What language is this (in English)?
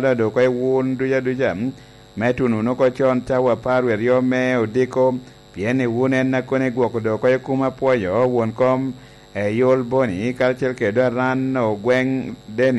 Lango (Uganda)